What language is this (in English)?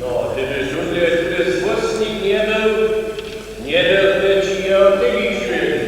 Upper Sorbian